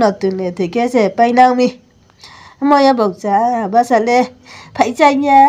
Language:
Riang (India)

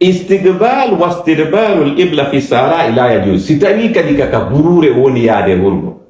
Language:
Fula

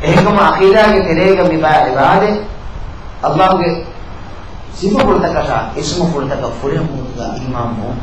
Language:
Divehi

